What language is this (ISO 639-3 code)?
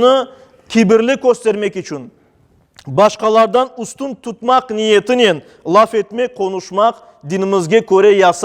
crh